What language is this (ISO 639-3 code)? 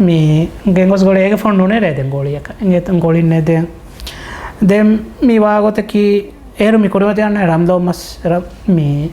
div